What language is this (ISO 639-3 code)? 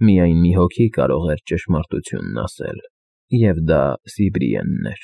hye